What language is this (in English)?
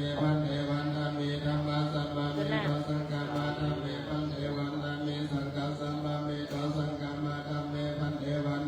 Pali